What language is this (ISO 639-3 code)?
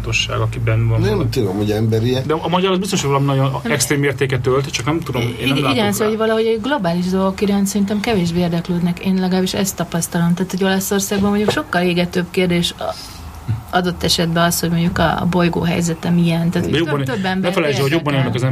hun